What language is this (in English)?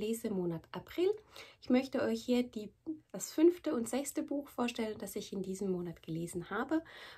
German